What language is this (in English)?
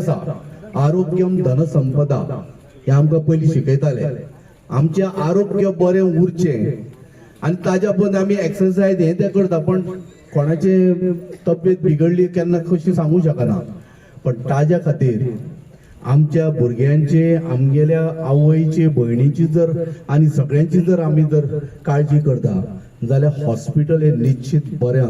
Konkani